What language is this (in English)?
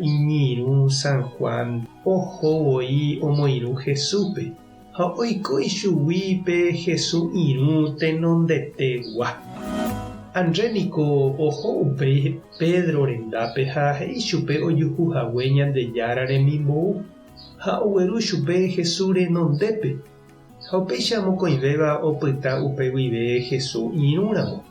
Guarani